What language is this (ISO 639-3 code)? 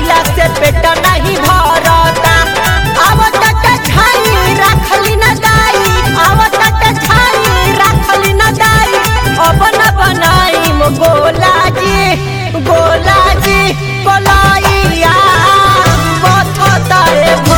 bho